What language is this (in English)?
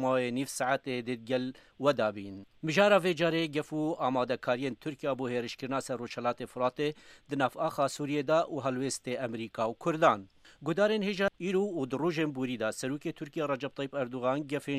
Kurdish